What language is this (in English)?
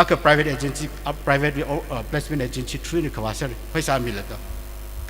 Tangkhul Naga (India)